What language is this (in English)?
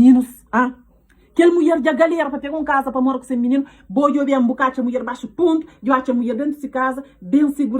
Kabuverdianu